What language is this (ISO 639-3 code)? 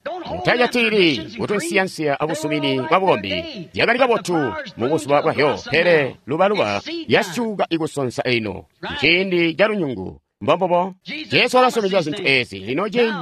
toi